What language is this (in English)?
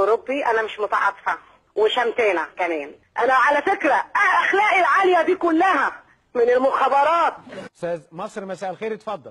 Egyptian Arabic